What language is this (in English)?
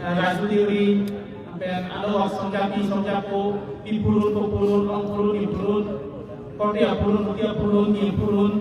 Karbi